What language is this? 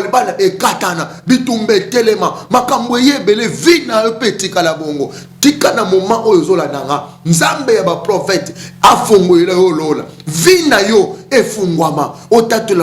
Lingala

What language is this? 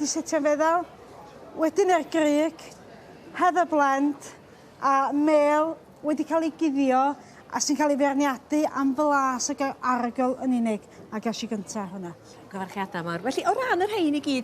Welsh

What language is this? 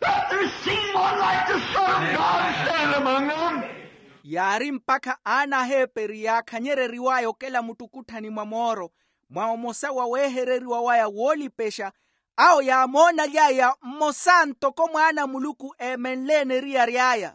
Makhuwa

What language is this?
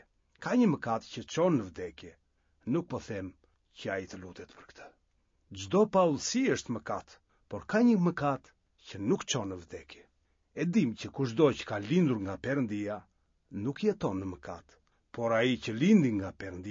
Albanian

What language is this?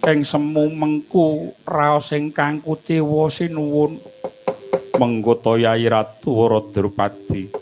Javanese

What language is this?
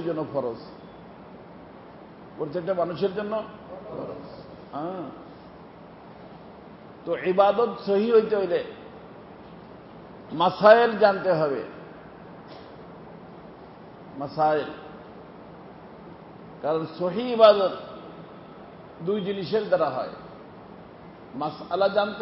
Bangla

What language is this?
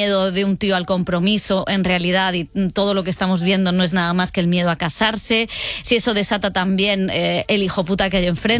Spanish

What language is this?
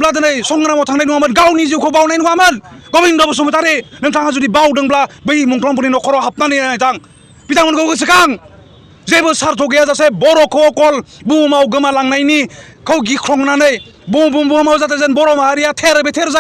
Bodo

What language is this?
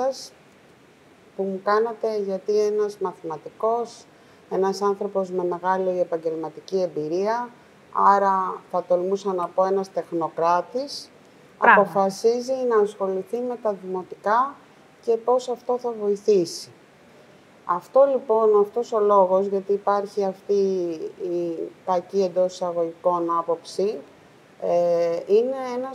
Greek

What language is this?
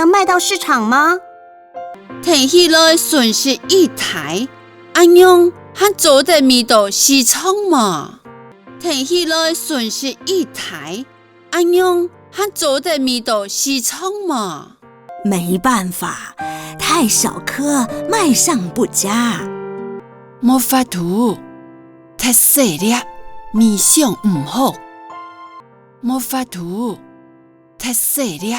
Hakka Chinese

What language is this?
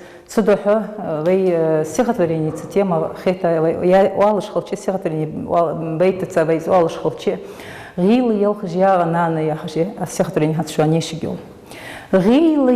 Ingush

